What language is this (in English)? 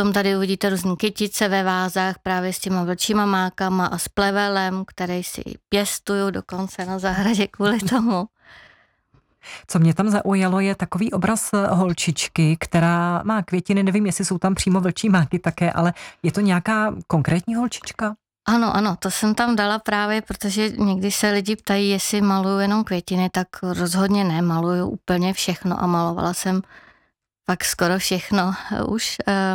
Czech